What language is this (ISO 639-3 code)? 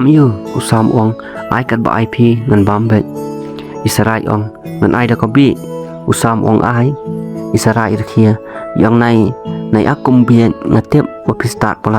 kha